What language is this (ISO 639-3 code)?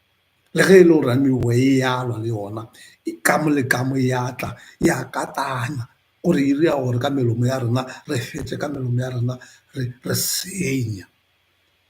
nso